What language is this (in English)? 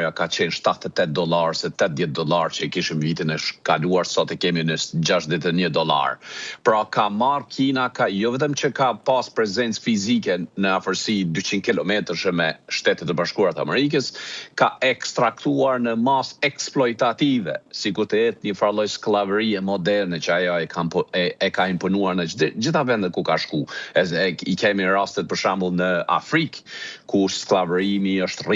Albanian